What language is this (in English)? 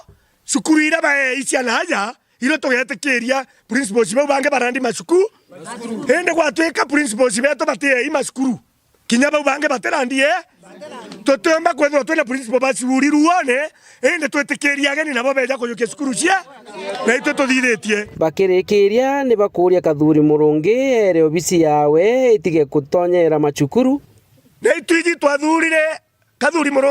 Meru